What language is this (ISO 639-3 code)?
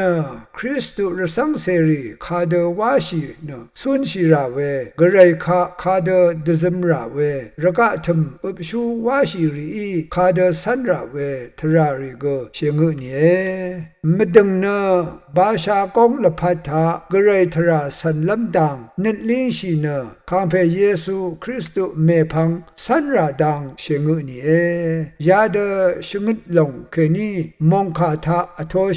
raw